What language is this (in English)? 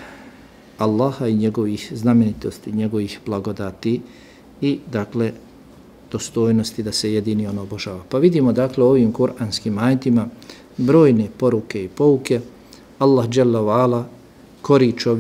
Bosnian